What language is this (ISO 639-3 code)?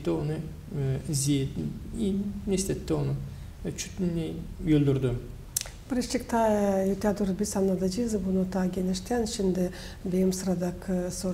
gag